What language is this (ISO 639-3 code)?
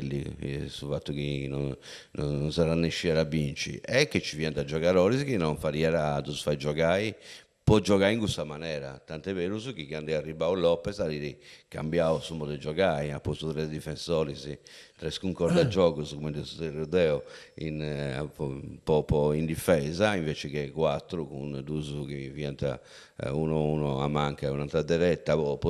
srd